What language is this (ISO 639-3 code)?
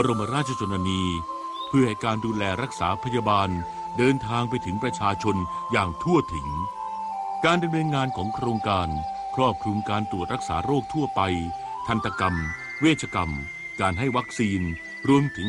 tha